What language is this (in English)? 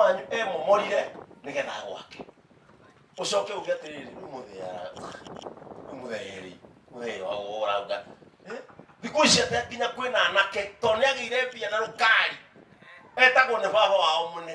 Kikuyu